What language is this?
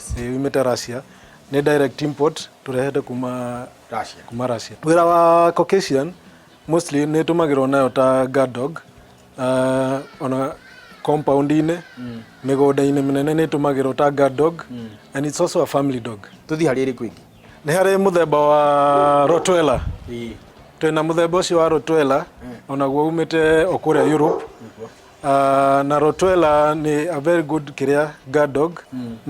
Kikuyu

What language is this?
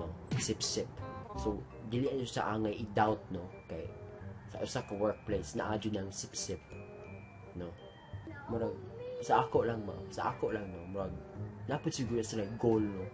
Cebuano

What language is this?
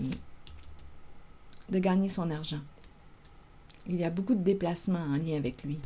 French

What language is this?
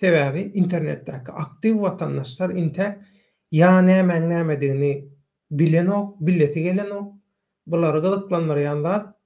Turkmen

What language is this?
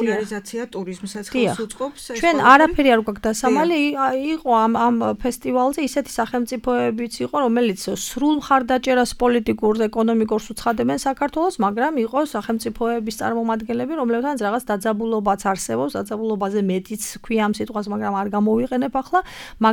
Georgian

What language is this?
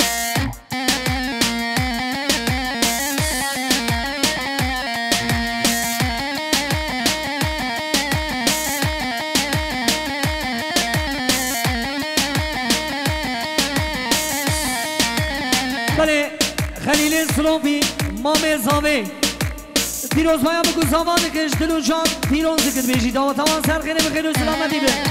Persian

